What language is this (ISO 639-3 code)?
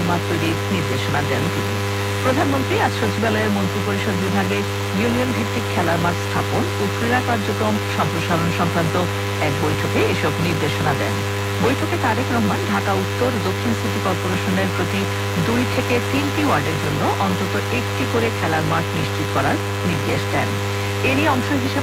ben